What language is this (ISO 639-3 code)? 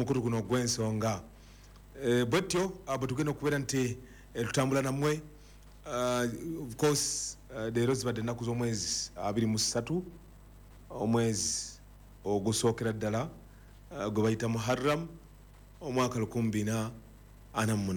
lug